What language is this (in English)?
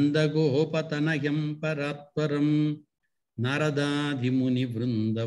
Sanskrit